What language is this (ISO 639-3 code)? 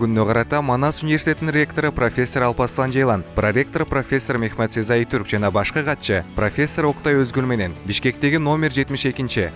kir